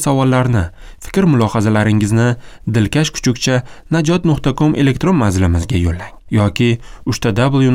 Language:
Uzbek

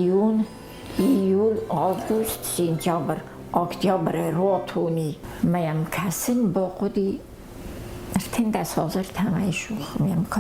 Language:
Ossetic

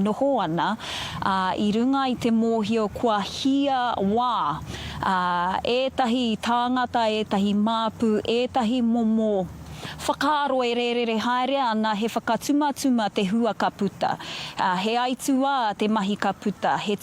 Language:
Māori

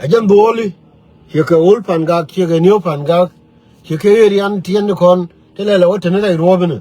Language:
Nuer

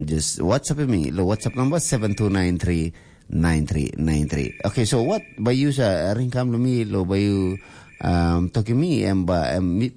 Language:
Tok Pisin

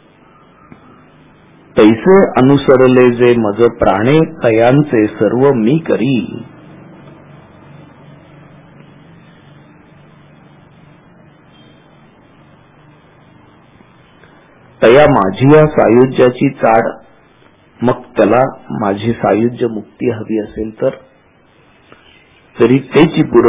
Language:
Marathi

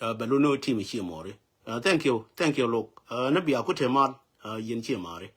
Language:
Nuer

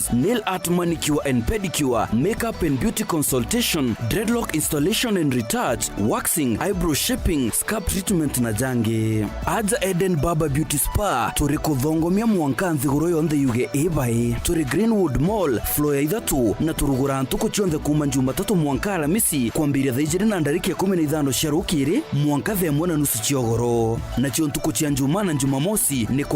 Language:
Meru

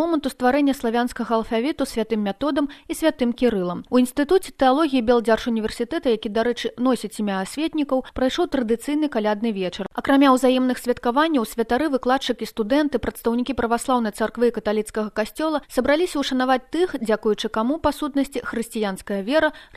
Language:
Belarusian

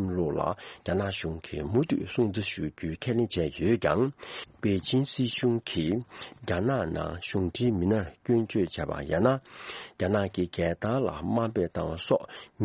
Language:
Tibetan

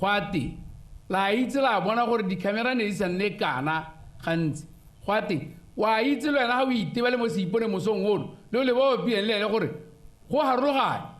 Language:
Tswana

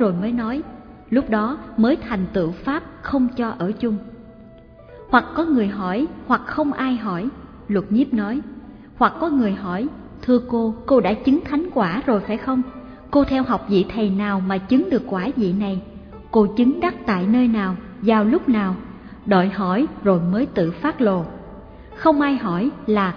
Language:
Vietnamese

